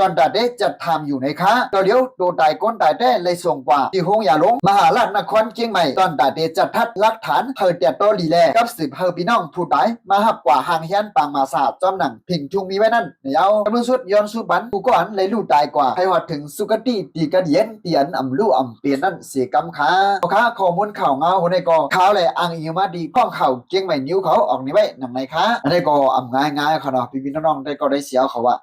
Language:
Shan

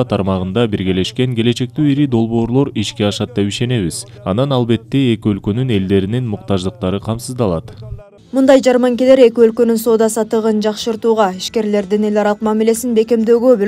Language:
Kyrgyz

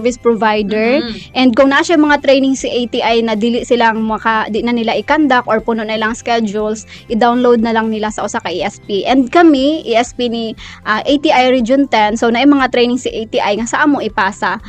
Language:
Cebuano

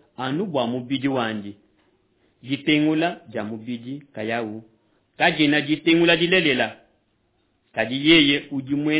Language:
Luba-Lulua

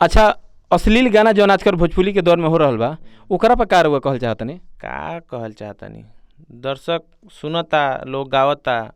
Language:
Bhojpuri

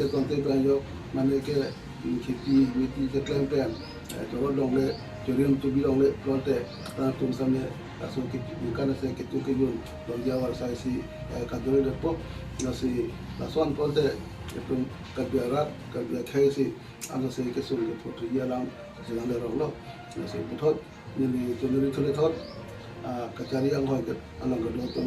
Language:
Karbi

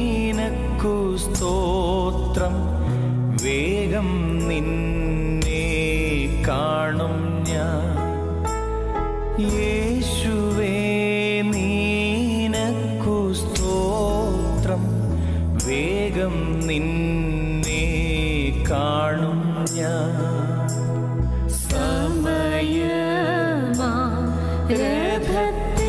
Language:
Malayalam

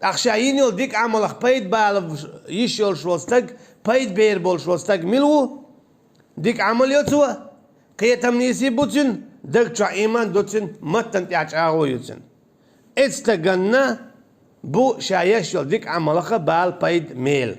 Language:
Chechen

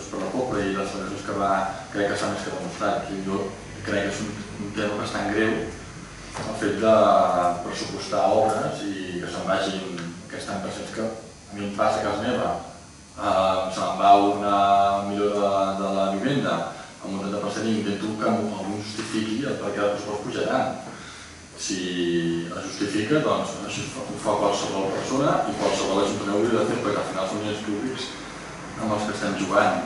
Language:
Catalan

